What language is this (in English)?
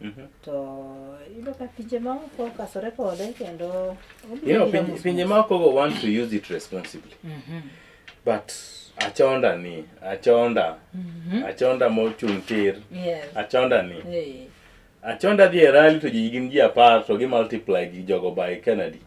Luo (Kenya and Tanzania)